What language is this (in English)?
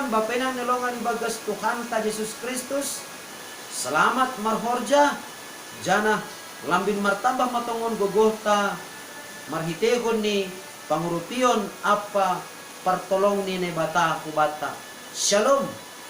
Batak Simalungun